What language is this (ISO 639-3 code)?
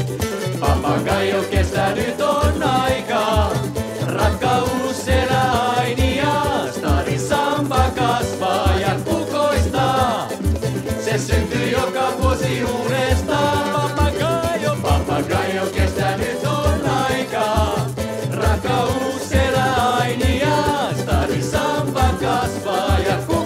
fin